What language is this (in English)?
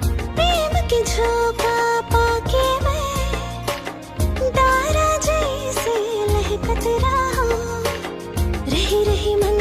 Chhattisgarhi